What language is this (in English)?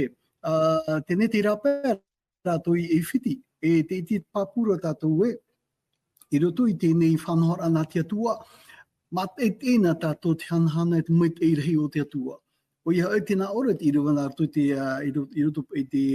Tahitian